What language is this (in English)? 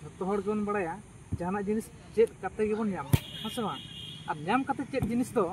Santali